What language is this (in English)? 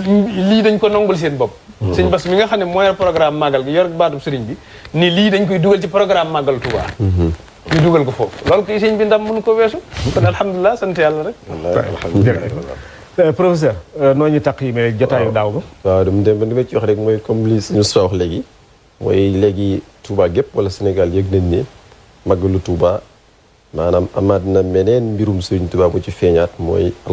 Wolof